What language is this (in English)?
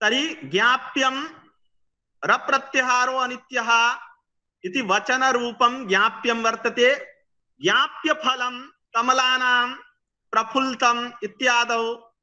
Sanskrit